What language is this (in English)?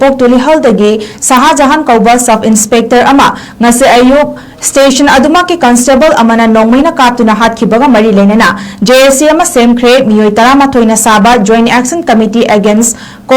Manipuri